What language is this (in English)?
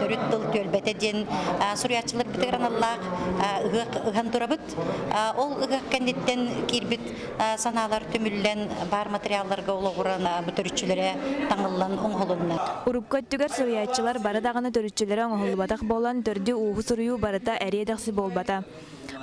Yakut